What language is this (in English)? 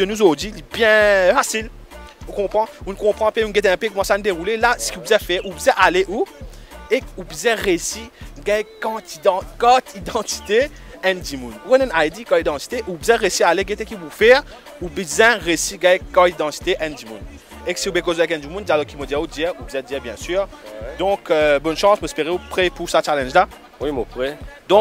Morisyen